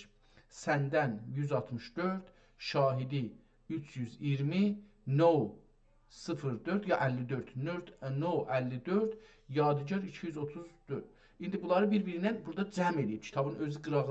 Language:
South Azerbaijani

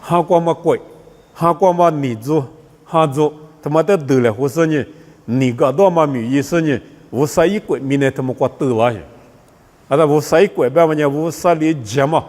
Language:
Lisu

